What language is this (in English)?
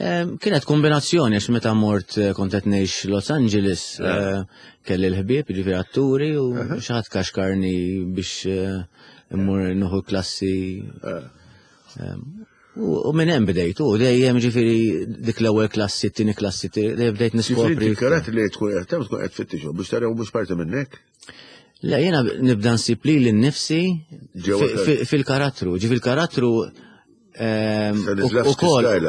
Maltese